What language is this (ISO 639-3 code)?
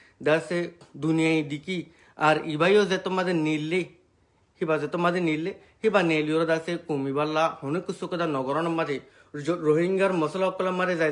rhg